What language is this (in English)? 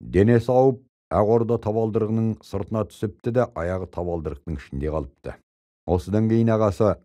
Kazakh